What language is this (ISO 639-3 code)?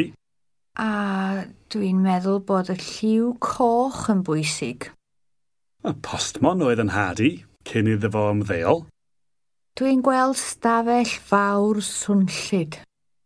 cym